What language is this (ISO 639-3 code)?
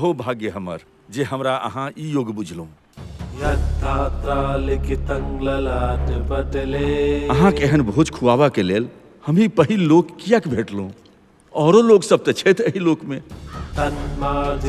mai